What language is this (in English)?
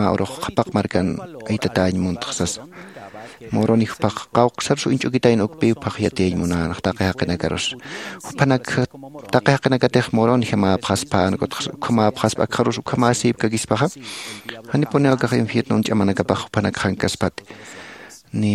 Aymara